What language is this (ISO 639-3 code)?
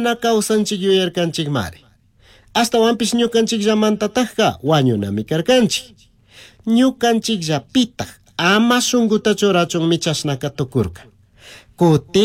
qug